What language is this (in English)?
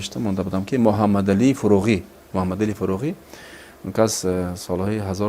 Tajik